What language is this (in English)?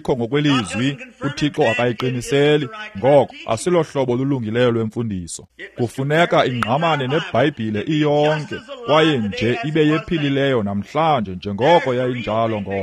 Xhosa